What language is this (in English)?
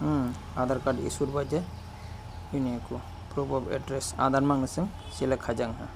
Kok Borok